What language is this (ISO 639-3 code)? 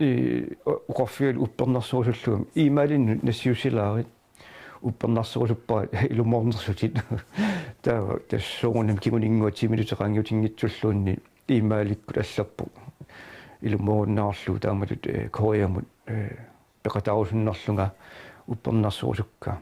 kal